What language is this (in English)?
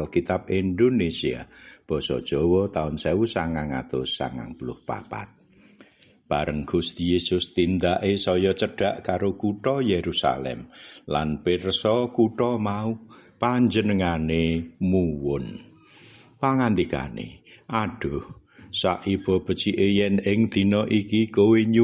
Javanese